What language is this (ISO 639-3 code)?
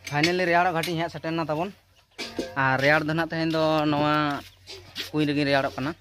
sat